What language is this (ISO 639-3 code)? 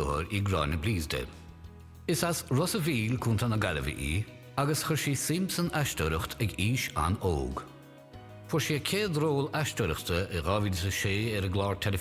gle